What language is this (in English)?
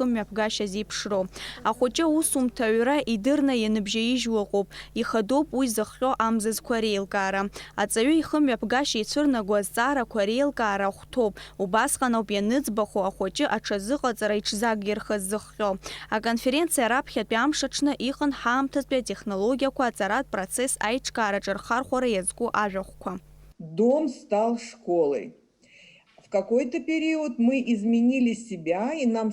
Abkhazian